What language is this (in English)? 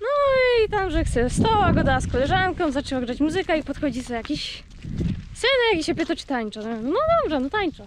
Silesian